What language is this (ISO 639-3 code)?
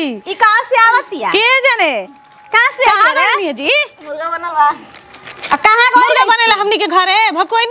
bho